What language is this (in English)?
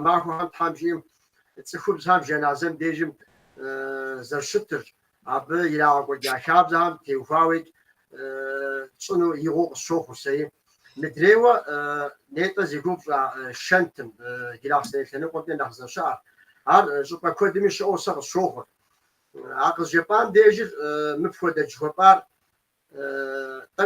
Kabardian